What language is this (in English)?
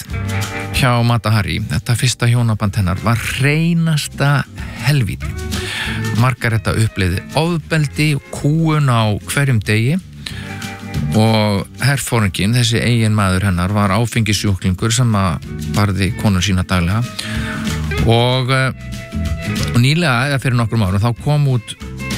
Icelandic